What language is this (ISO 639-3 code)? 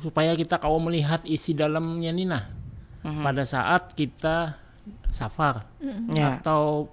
bjn